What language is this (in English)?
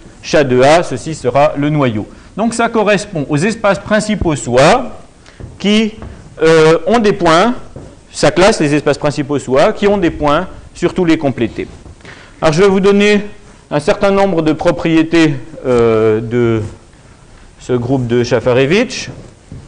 French